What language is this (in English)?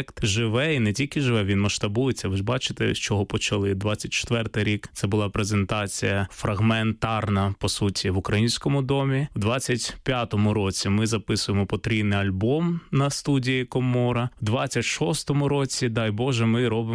Ukrainian